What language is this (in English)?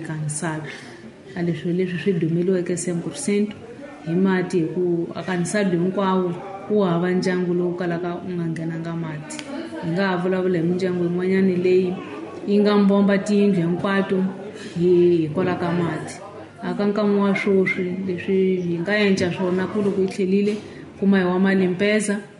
Tsonga